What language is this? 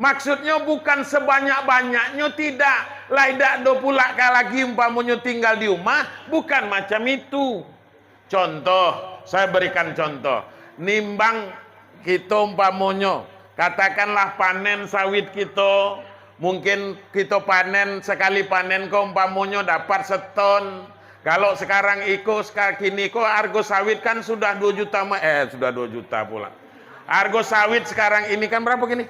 Minangkabau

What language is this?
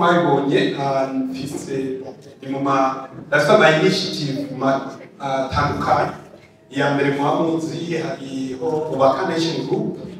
Rundi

